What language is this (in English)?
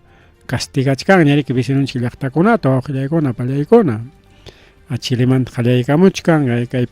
Ayacucho Quechua